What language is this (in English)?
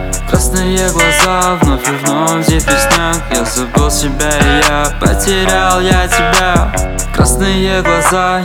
Russian